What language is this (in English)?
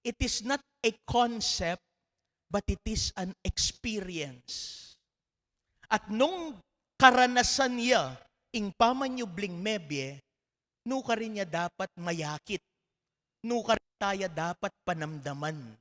Pampanga